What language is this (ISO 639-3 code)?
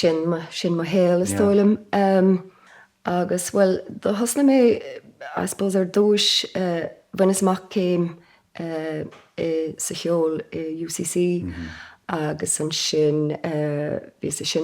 gle